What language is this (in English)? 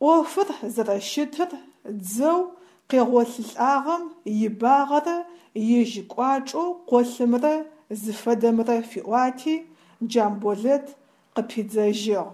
Adyghe